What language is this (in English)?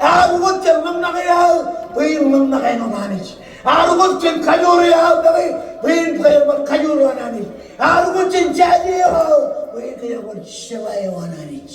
Marshallese